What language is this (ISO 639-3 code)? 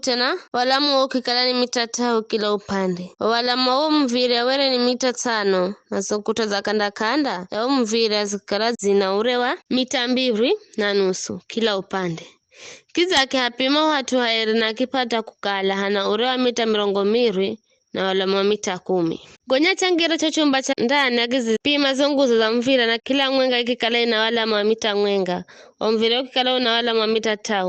nyf